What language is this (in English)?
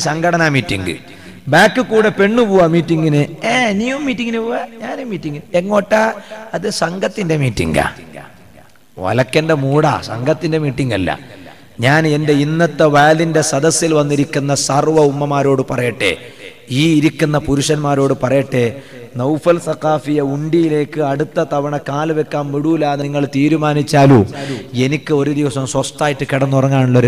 Malayalam